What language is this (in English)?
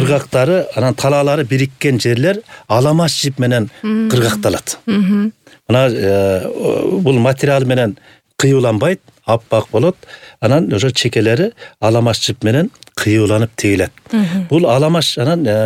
Kyrgyz